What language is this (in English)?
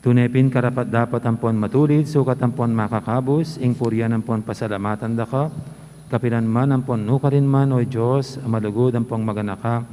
Pampanga